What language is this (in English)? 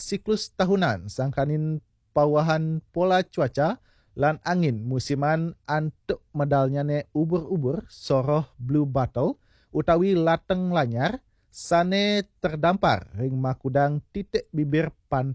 Balinese